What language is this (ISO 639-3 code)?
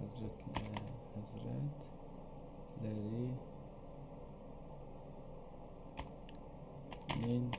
azb